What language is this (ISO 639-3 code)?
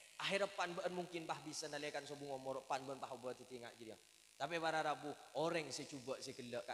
mad